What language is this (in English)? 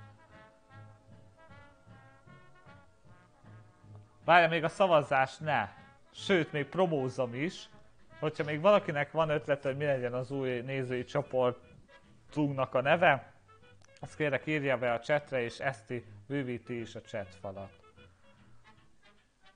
Hungarian